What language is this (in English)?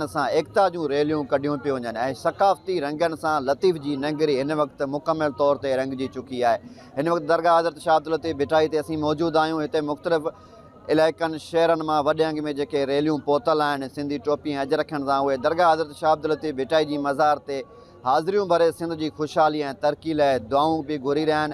Sindhi